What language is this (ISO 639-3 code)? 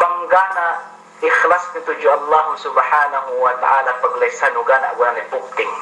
yka